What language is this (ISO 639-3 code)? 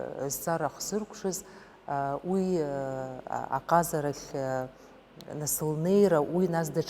abk